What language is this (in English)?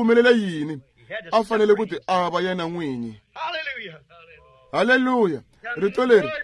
Tsonga